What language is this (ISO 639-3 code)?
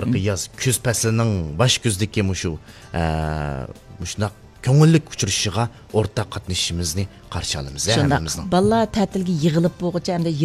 uig